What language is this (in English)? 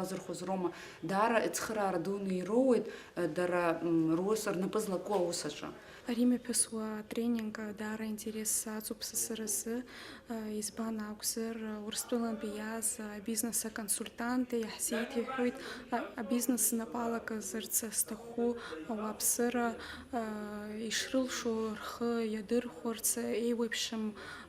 Abkhazian